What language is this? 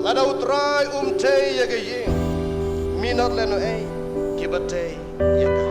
Khasi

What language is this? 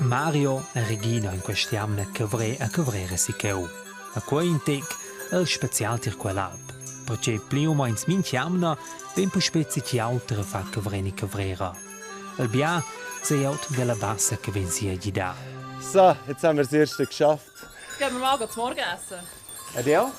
Romansh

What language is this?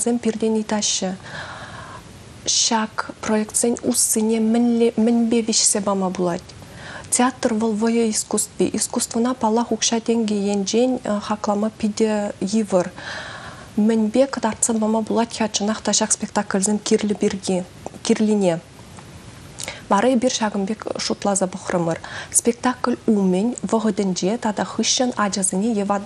Chuvash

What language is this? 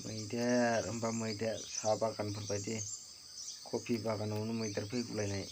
Bodo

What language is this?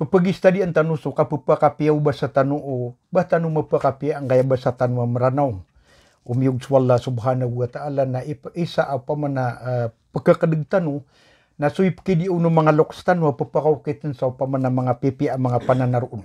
Maranao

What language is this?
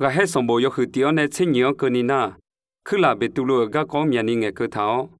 Akha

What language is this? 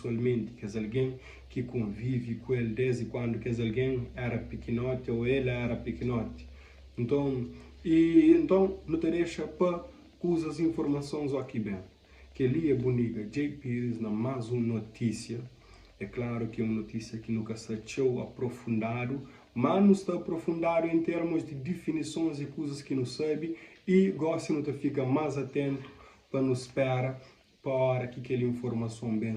Kabuverdianu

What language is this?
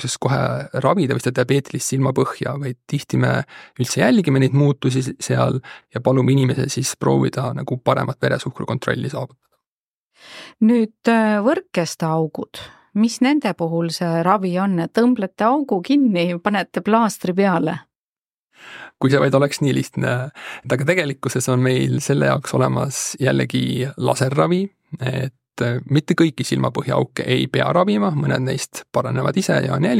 Estonian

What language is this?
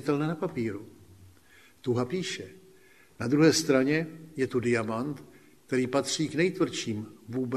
Czech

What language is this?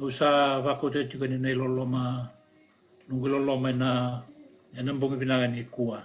Fijian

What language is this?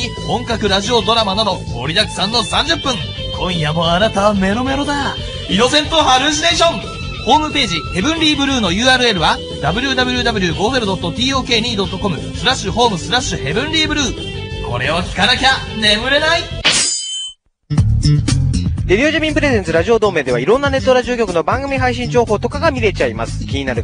Japanese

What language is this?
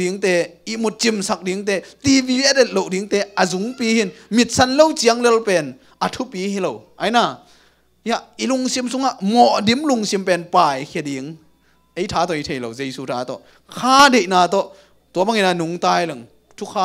Tedim Chin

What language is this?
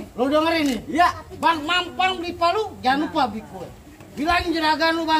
Betawi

